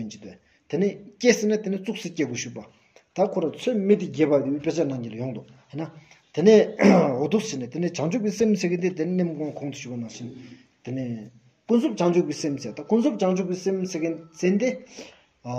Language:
Stod Bhoti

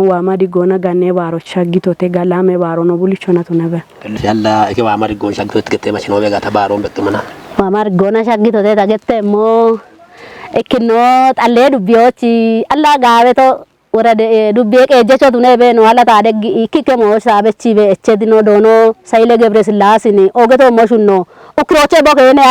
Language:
Kafa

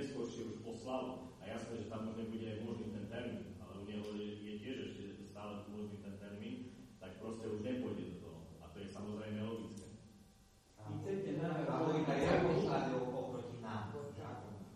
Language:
Slovak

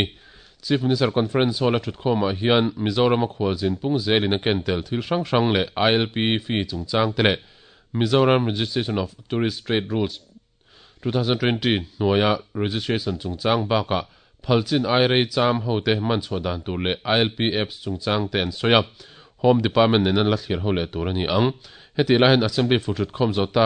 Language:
Mizo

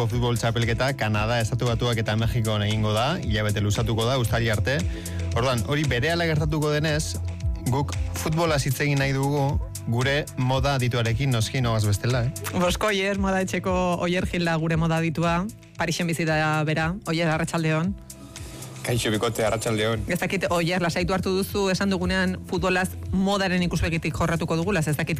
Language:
Basque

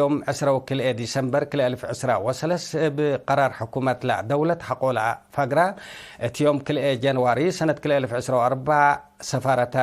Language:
Tigre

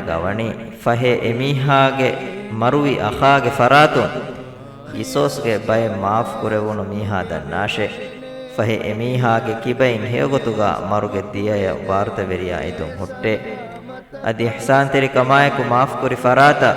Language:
Divehi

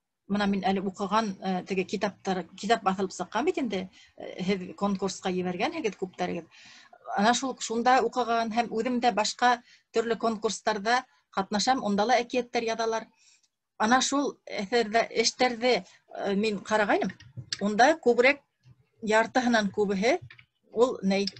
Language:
Bashkir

